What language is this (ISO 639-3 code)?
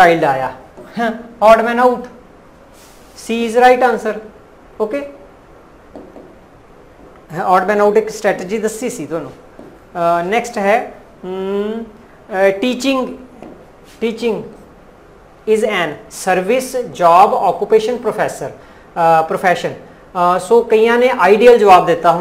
pan